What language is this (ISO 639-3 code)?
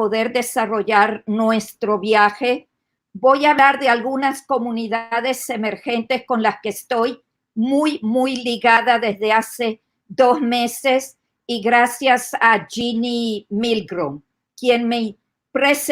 lad